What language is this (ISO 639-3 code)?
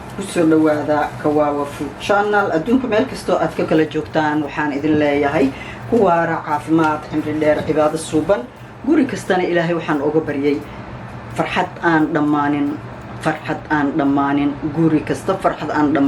som